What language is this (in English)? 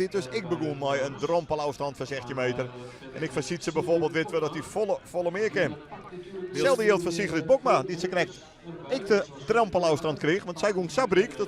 Western Frisian